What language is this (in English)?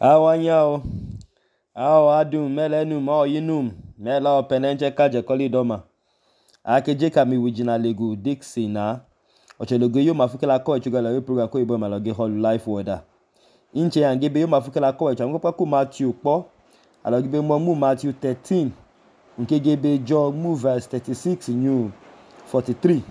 Idoma